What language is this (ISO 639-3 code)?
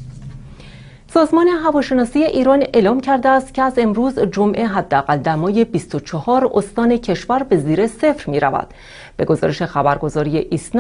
fas